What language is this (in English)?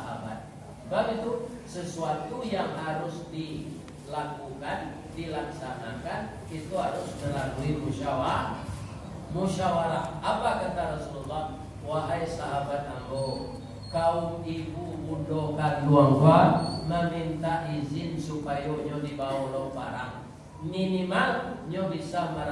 Minangkabau